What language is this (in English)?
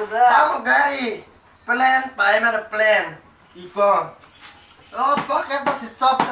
Kok Borok